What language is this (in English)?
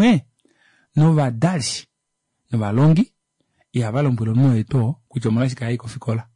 Kuanyama